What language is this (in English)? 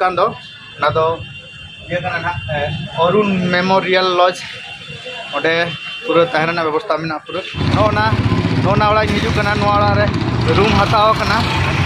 Santali